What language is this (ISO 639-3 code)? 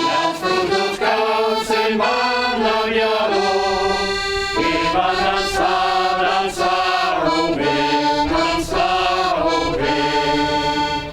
oci